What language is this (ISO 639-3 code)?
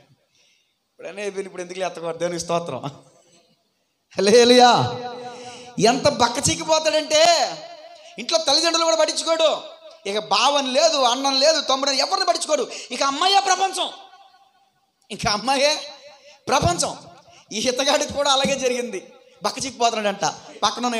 tel